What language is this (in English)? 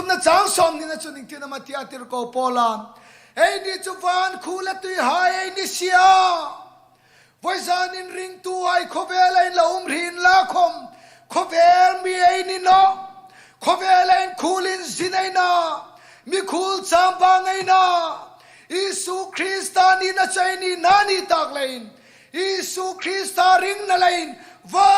Hmar